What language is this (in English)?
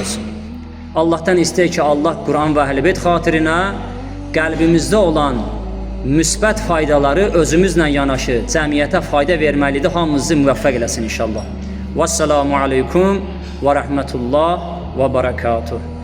Azerbaijani